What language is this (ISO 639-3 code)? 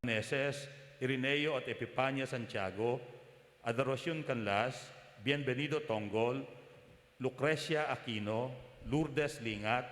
pam